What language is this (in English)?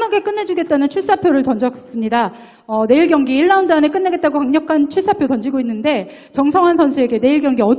Korean